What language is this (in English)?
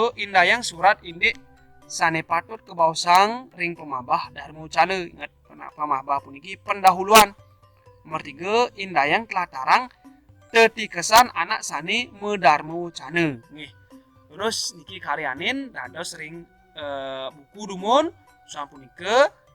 Balinese